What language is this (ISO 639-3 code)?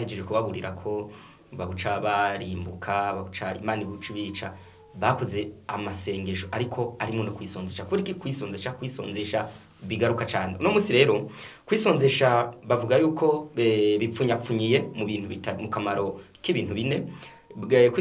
run